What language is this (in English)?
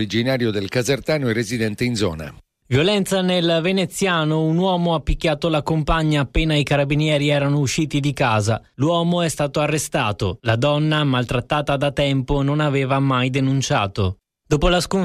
Italian